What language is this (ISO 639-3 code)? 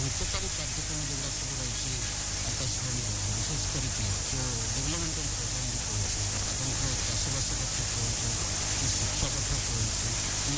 ori